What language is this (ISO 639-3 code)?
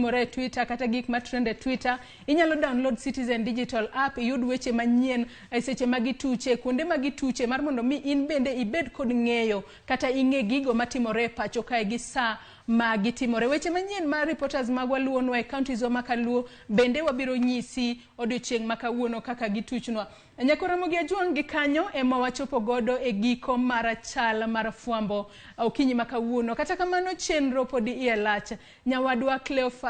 luo